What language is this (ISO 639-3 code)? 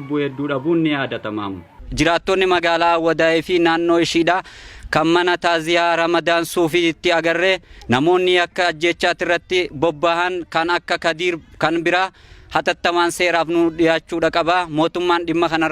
orm